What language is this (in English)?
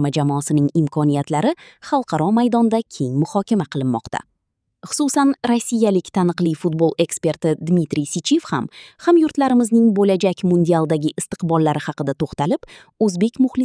Uzbek